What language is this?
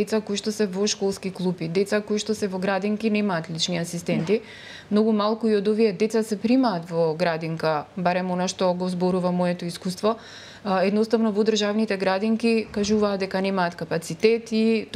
Macedonian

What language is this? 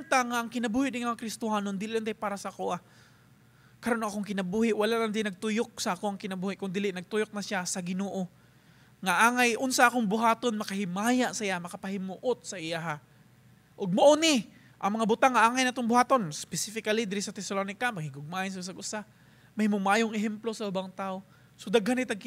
Cebuano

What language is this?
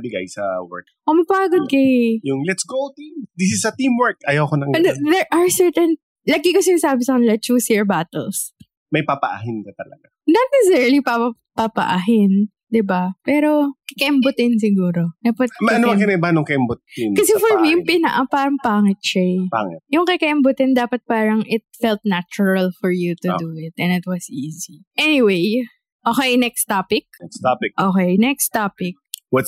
Filipino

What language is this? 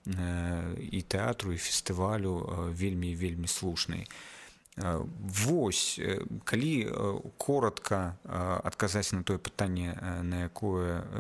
Belarusian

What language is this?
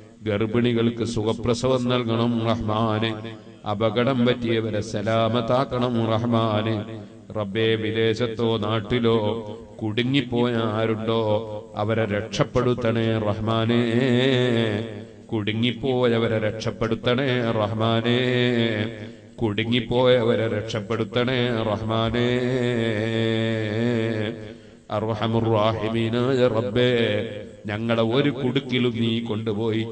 Malayalam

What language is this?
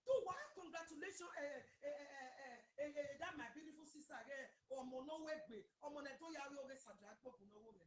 Nigerian Pidgin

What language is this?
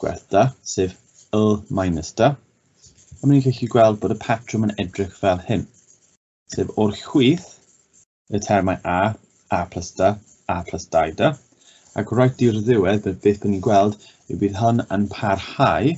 Welsh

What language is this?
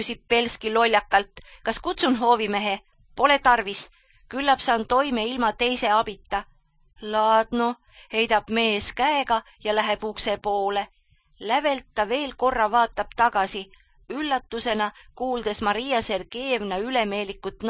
Estonian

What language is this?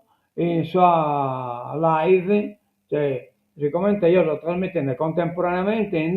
Sardinian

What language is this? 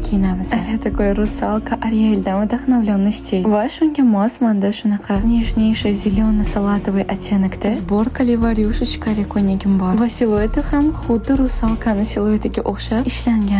Uzbek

